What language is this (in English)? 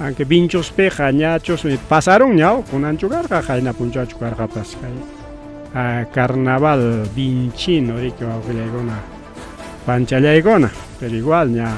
Ayacucho Quechua